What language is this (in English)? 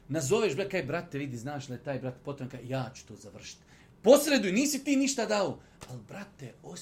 Bosnian